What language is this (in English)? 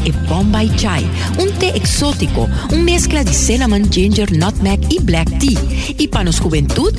Papiamento